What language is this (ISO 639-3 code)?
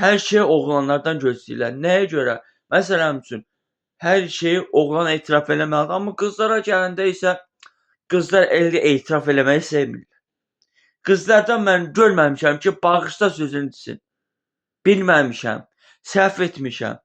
aze